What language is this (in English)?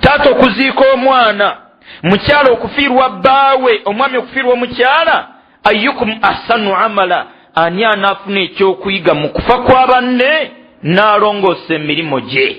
Ganda